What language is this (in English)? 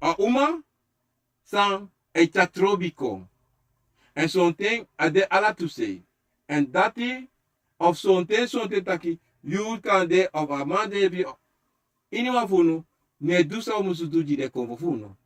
Sranan Tongo